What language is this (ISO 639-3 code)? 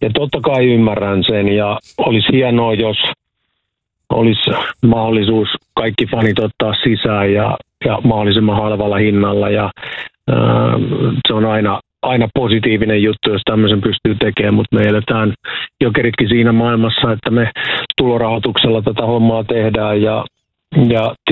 fin